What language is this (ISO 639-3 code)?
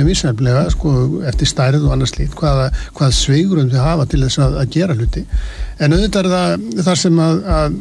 isl